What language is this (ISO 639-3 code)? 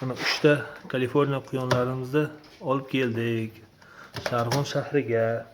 uzb